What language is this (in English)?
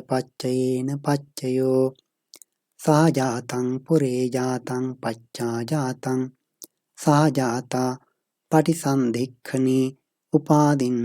Pali